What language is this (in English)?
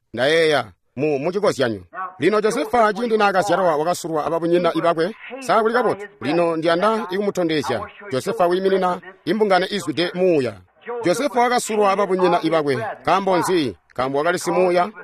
Tonga (Zambia)